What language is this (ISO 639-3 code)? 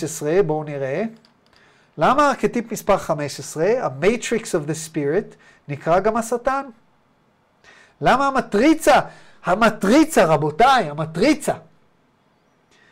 heb